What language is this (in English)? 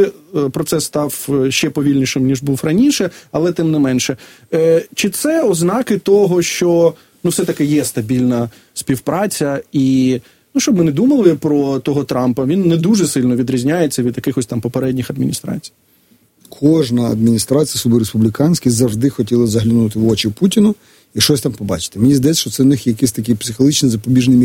Ukrainian